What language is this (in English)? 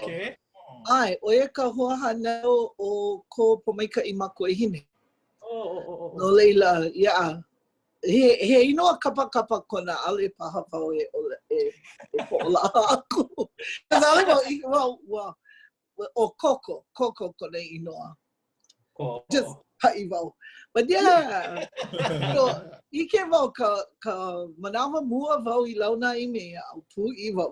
Hawaiian